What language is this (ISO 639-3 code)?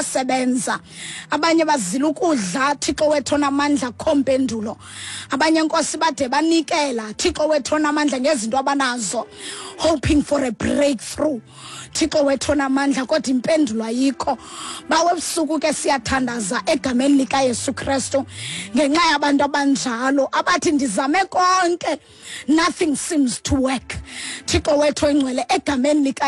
xho